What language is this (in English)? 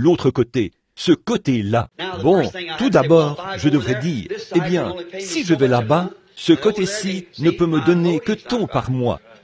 French